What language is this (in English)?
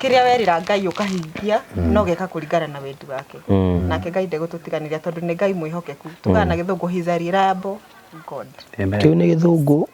Kikuyu